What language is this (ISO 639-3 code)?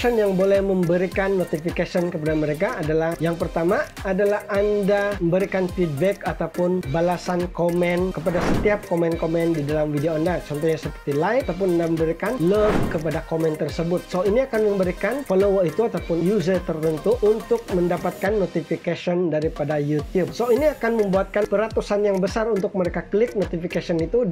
msa